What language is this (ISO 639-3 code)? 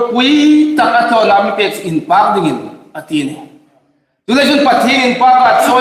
hmr